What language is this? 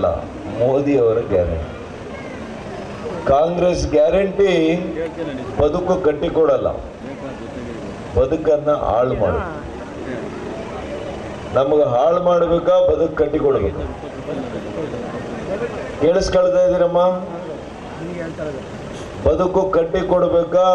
Kannada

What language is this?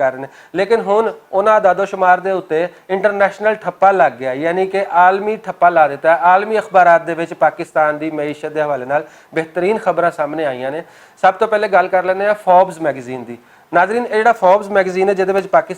Western Panjabi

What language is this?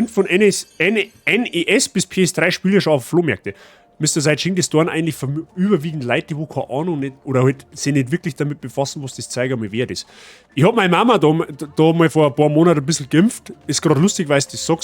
Bavarian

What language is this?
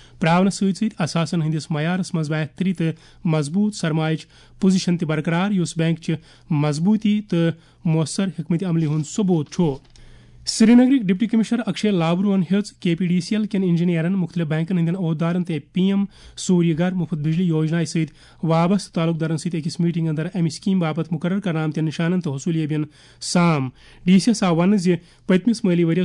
Kashmiri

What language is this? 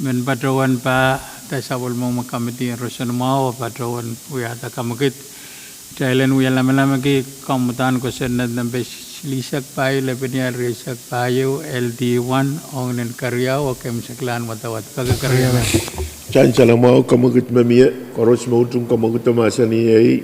Pohnpeian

